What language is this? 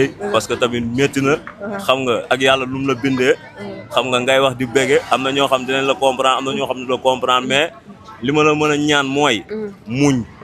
Wolof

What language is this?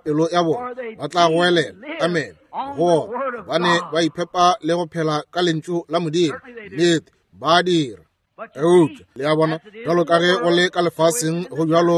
Northern Sotho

